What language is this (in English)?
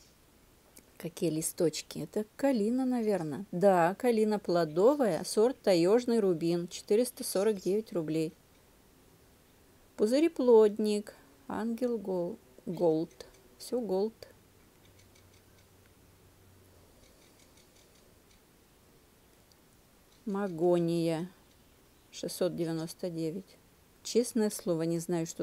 Russian